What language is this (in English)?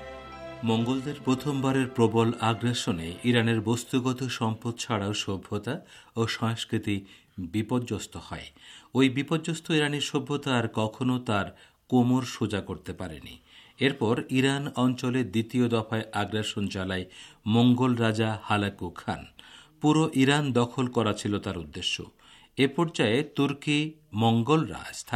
Bangla